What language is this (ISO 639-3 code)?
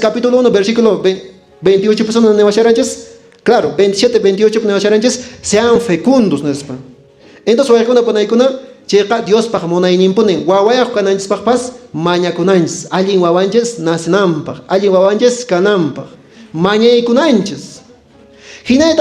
que